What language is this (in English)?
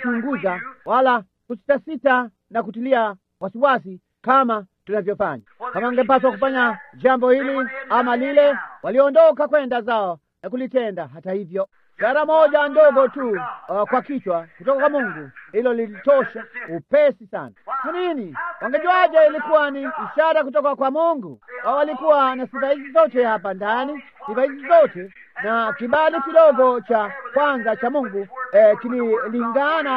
Swahili